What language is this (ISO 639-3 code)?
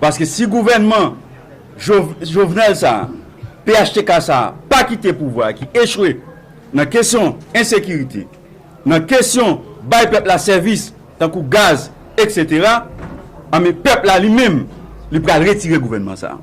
hat